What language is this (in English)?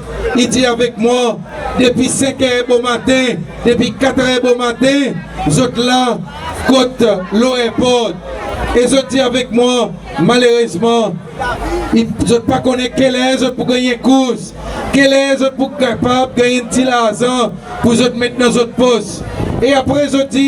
Seselwa Creole French